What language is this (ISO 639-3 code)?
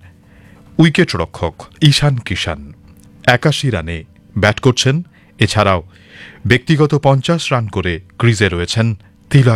ben